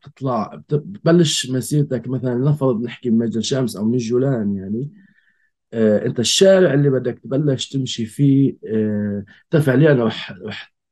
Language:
North Levantine Arabic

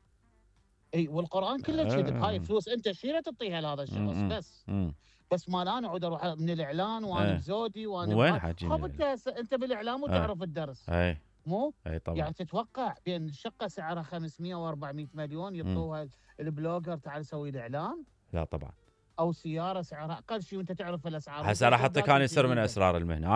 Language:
Mesopotamian Arabic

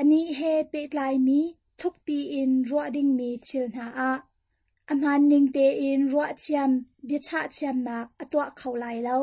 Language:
Hakha Chin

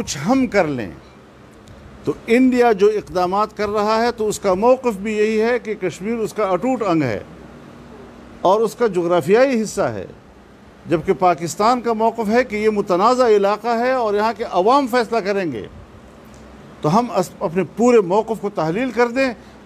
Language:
Urdu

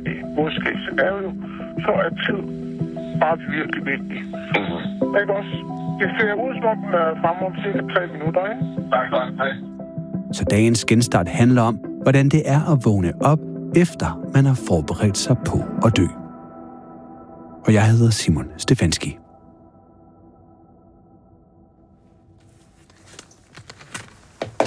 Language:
Danish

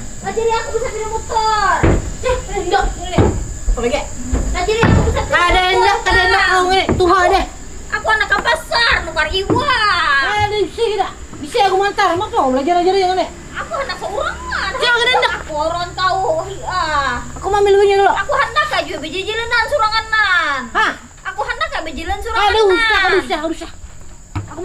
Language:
Banjar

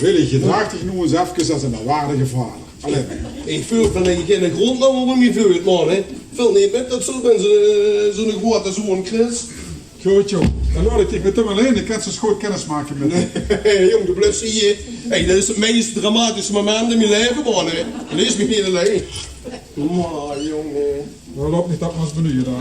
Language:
Limburgish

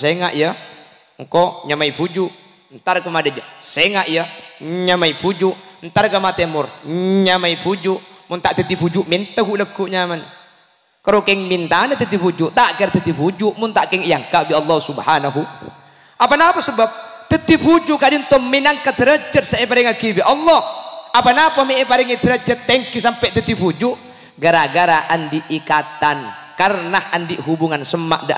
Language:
Madurese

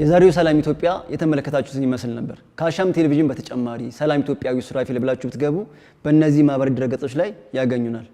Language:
Amharic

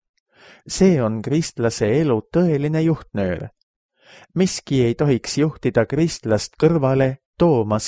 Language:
Estonian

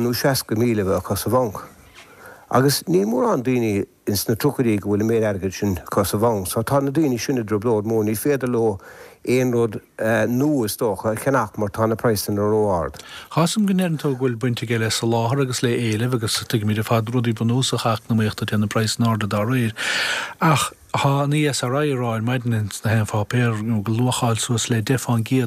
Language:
Irish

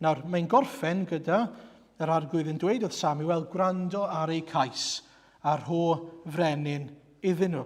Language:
Welsh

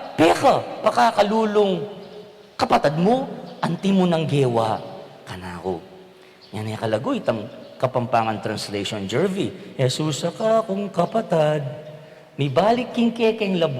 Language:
Pampanga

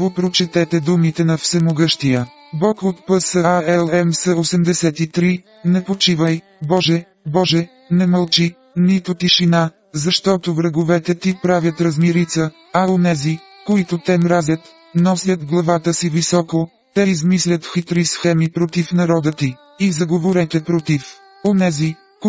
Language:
Bulgarian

